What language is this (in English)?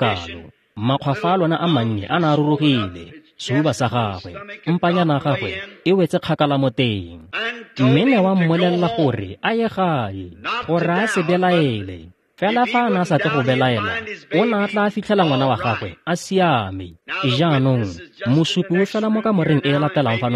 Tswana